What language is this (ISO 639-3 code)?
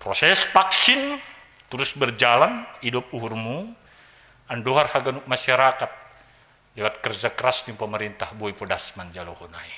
bts